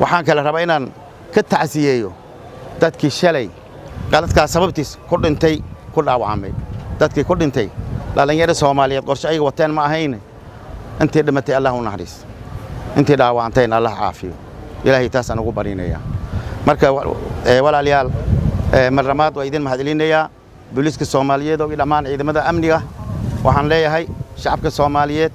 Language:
Somali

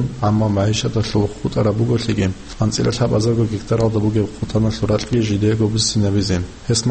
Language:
Avaric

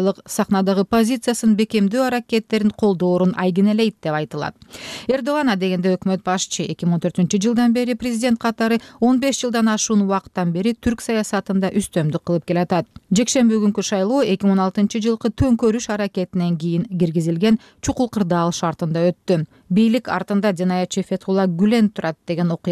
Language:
Kyrgyz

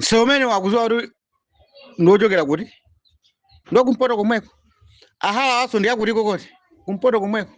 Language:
Nyanja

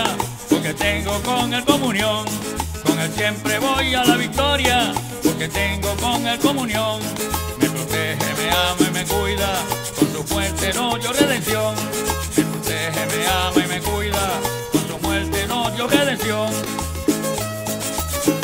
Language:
Spanish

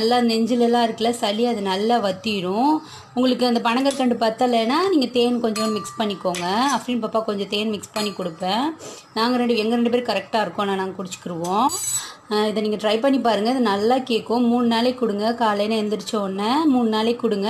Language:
Tamil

